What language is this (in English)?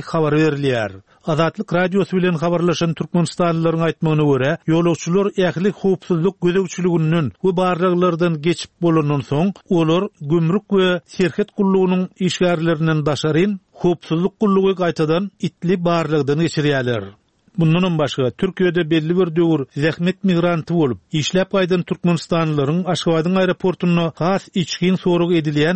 Turkmen